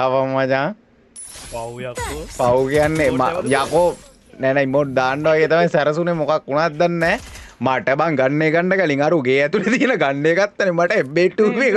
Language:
Sinhala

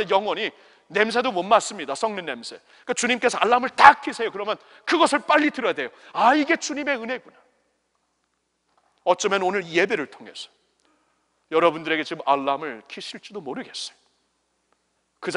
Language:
Korean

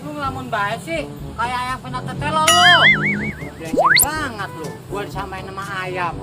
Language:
Betawi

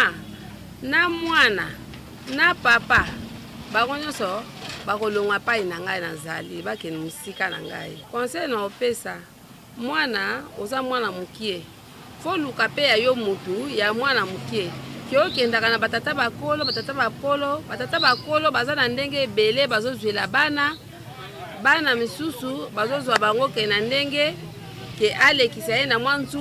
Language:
Lingala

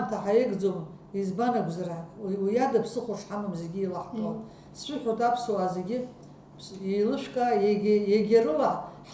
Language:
Abkhazian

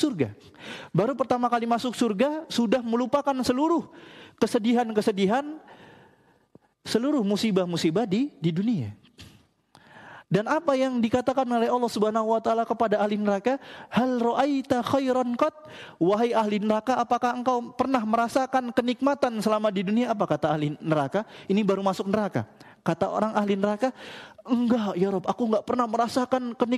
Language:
Indonesian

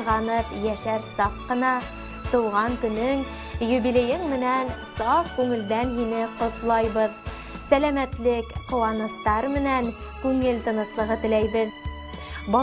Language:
Bashkir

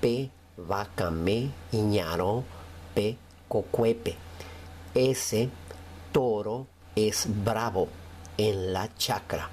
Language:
Guarani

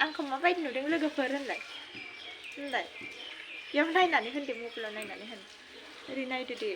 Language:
Bodo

